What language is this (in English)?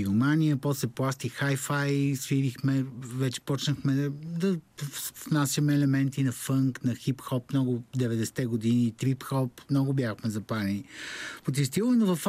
Bulgarian